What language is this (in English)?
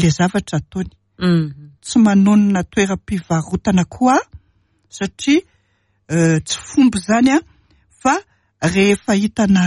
Malagasy